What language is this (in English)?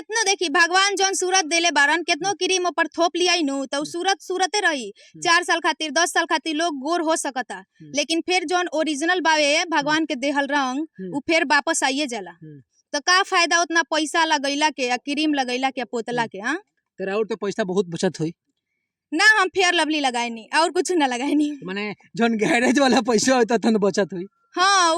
Bhojpuri